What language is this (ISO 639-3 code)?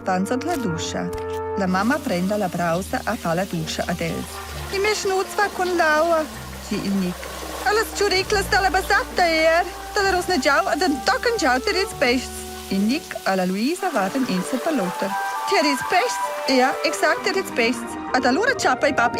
roh